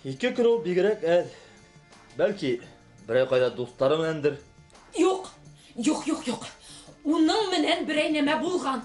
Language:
Bashkir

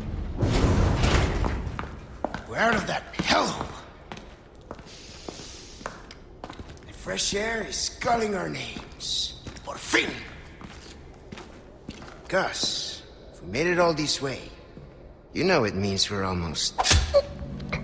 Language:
English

